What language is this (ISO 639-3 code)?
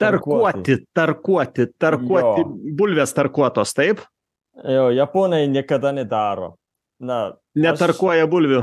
lit